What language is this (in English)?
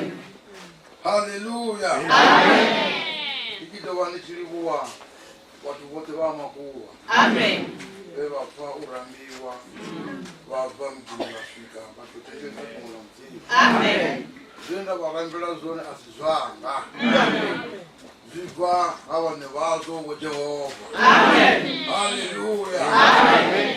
Venda